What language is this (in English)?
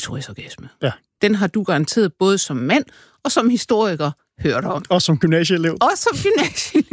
Danish